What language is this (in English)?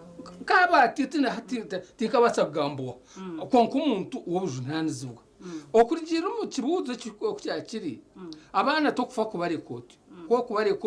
Nyankole